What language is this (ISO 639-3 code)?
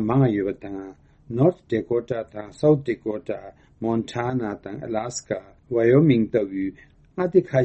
bod